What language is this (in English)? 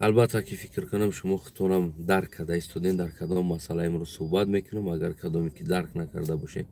Tajik